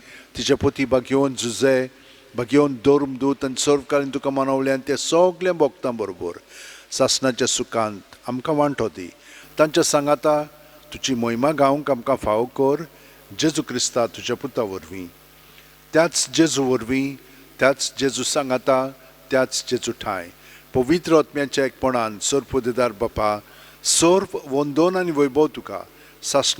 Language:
Konkani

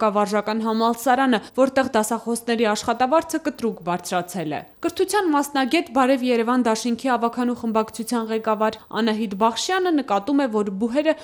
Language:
Armenian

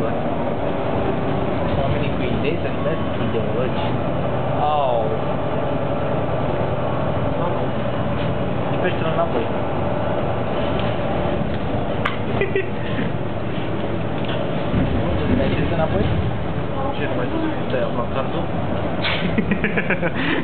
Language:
Romanian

